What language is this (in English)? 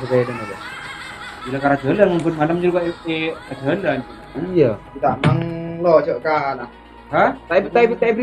Madurese